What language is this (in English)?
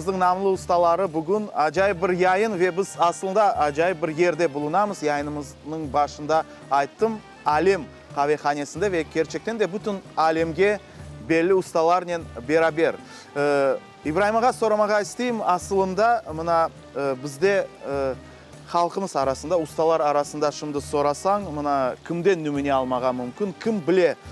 Crimean Tatar